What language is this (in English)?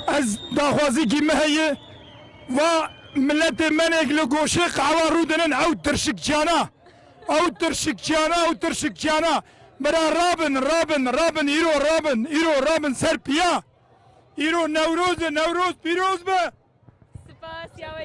Kurdish